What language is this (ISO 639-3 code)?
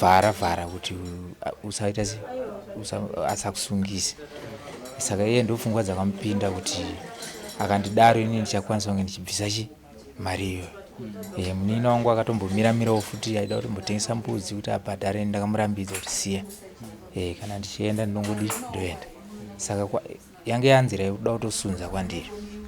sna